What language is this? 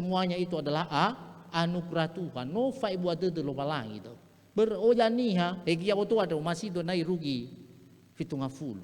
Nias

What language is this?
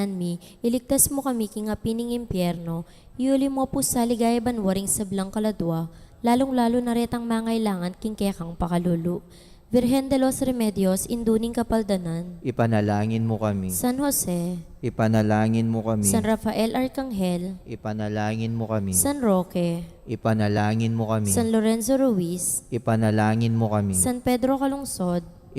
Pampanga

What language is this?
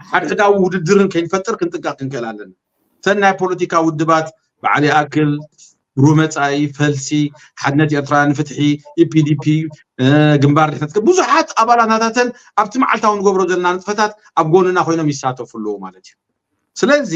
Tigrinya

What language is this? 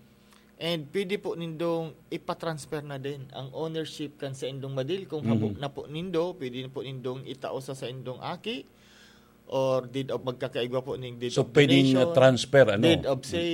Bikol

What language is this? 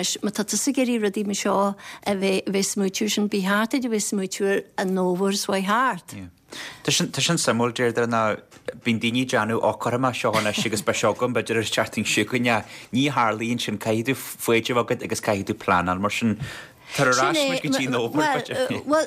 Irish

